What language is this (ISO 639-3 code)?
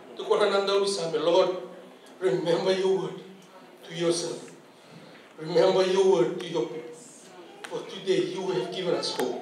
fij